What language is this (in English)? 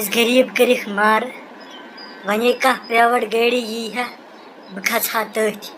Kashmiri